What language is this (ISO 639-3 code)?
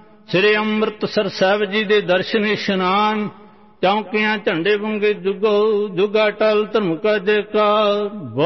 pan